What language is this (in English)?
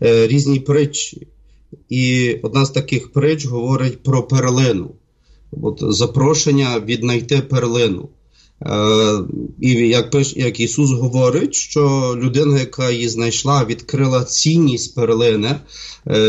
Ukrainian